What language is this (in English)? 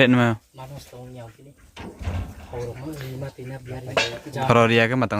Riang (India)